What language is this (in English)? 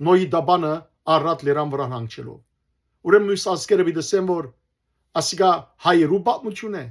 Western Armenian